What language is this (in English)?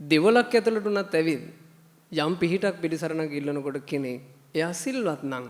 Sinhala